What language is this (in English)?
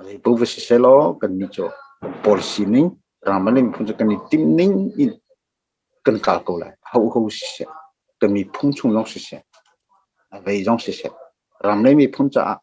Hakha Chin